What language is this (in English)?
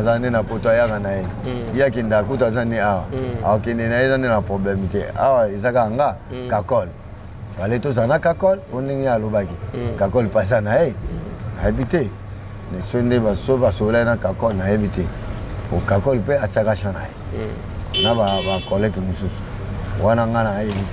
Lingala